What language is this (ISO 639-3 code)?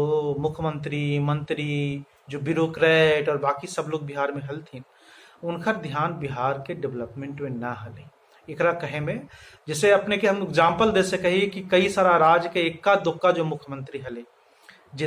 mag